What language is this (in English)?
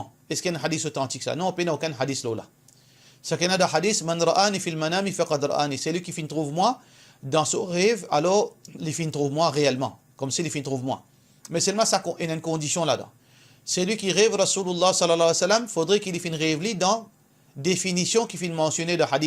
Morisyen